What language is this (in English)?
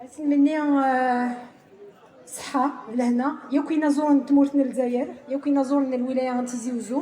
Kabyle